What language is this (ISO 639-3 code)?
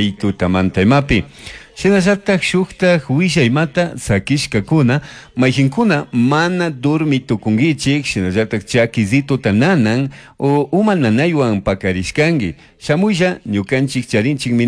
qug